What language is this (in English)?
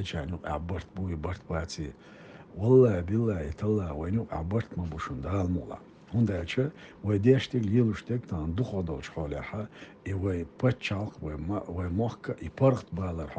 Chechen